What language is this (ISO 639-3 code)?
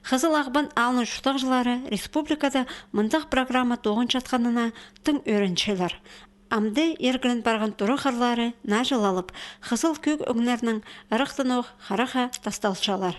kjh